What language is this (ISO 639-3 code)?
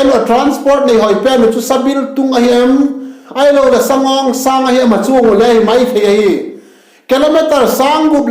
vap